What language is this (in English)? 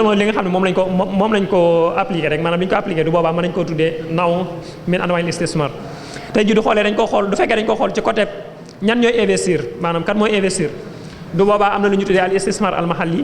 Wolof